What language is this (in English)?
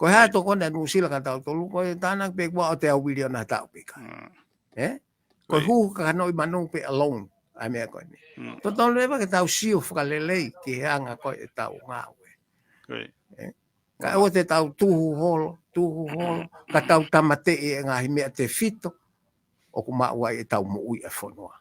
Tongan